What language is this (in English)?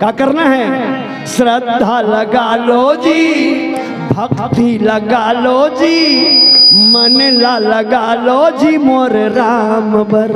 Chhattisgarhi